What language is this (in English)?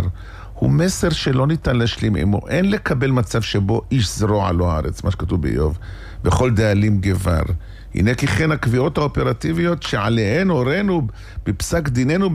Hebrew